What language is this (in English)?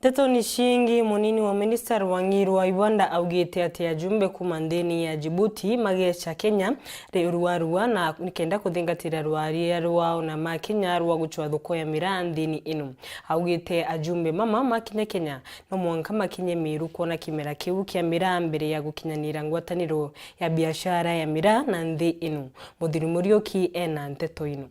Meru